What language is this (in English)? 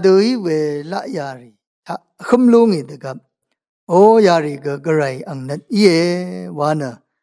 Rawang